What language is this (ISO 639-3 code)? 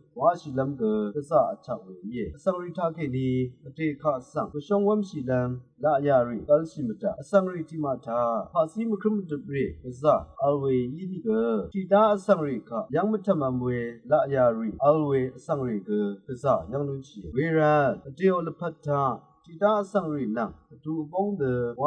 raw